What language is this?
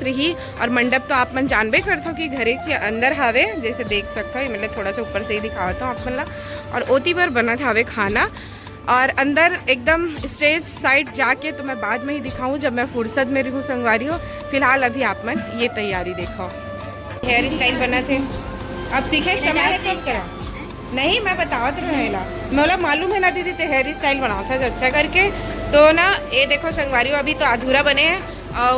Chhattisgarhi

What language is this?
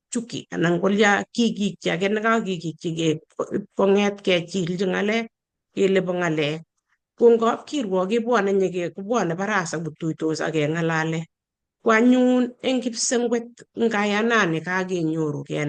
Kalenjin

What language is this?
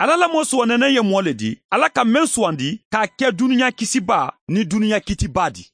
Mandingo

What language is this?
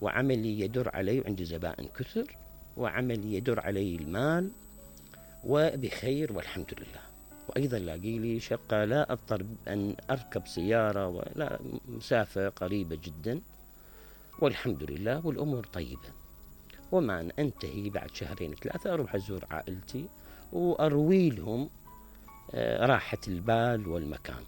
Mesopotamian Arabic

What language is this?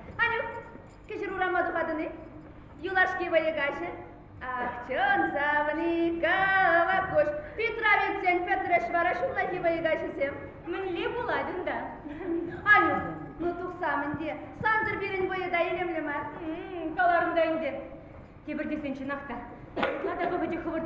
Chuvash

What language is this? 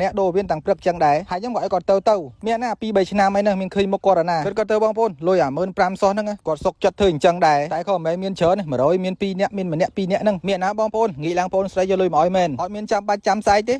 Khmer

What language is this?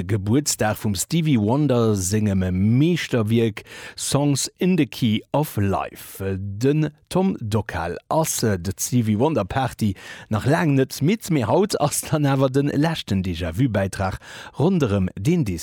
Luxembourgish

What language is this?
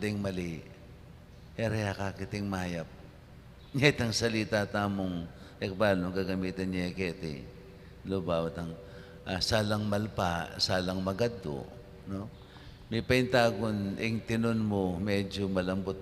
Pampanga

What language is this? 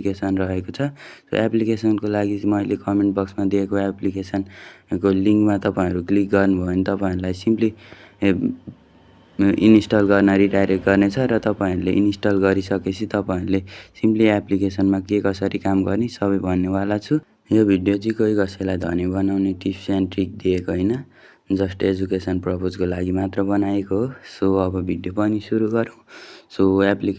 Nepali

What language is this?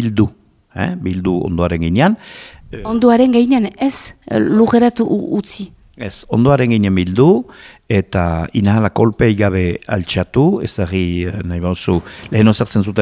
Basque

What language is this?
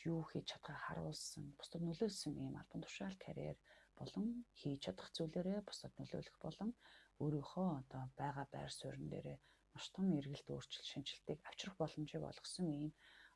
Mongolian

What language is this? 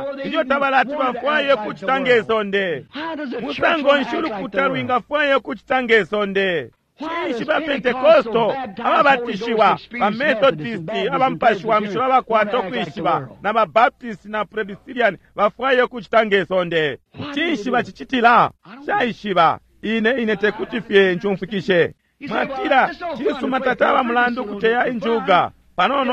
Bemba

